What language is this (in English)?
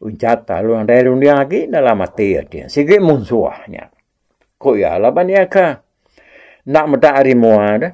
Iban